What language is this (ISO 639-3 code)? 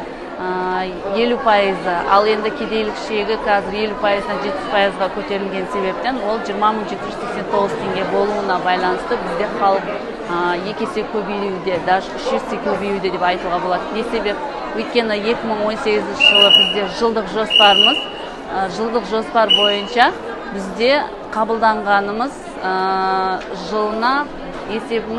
kaz